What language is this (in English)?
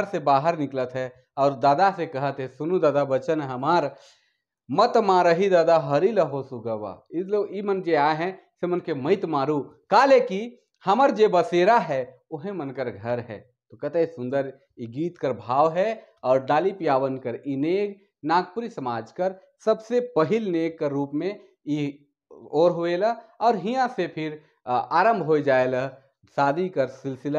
Sadri